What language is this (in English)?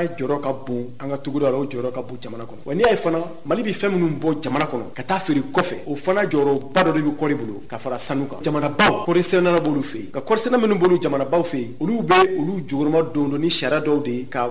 Bambara